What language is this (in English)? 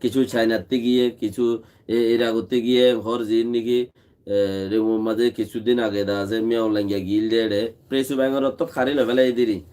Rohingya